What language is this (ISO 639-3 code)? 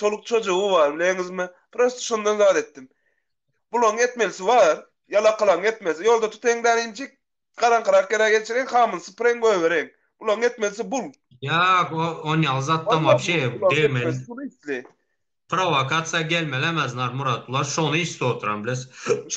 tuk